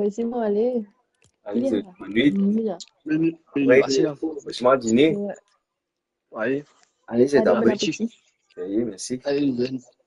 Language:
Morisyen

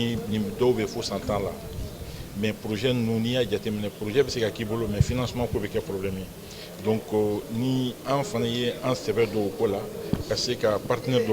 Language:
Bambara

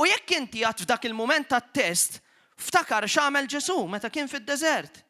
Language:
Maltese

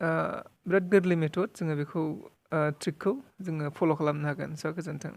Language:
Bodo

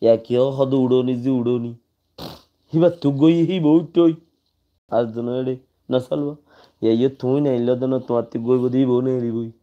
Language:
Rohingya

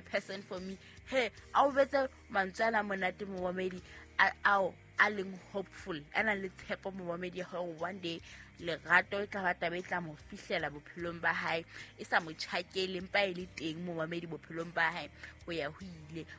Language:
Southern Sotho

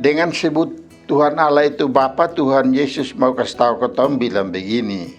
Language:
Kupang Malay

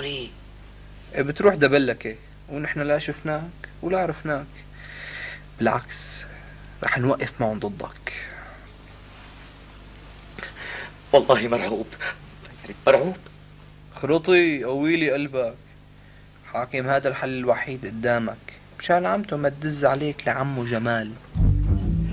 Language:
North Levantine Arabic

